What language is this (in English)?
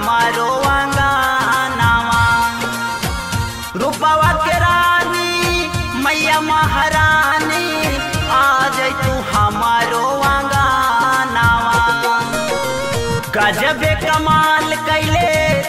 Bhojpuri